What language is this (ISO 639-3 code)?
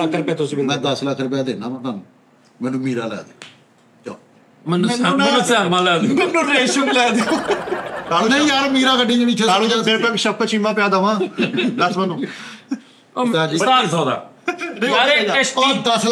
pan